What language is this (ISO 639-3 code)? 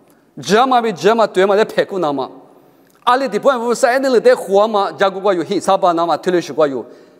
lis